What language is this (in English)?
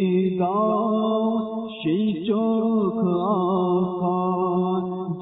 Bangla